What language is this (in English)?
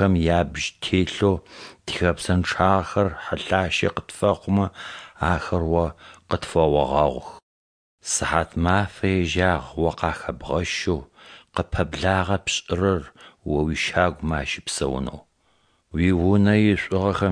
Adyghe